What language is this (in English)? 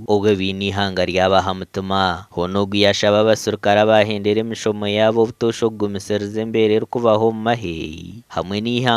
Nyankole